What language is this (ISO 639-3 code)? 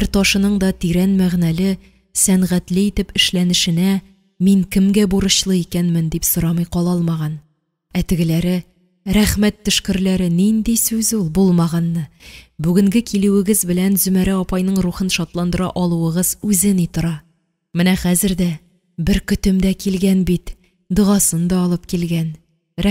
tat